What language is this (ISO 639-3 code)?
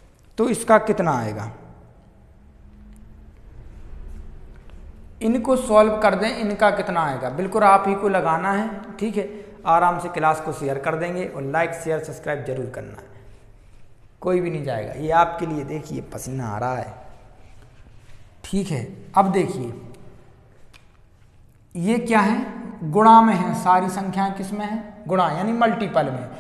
hin